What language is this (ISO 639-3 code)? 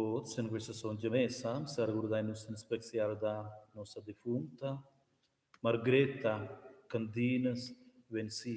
roh